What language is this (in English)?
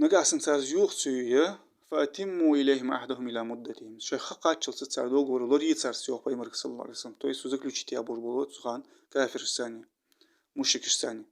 Ingush